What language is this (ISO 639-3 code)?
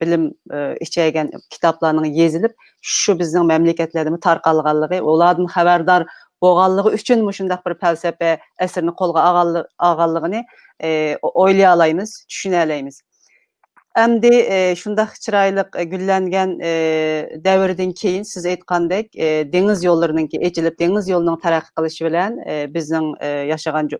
uig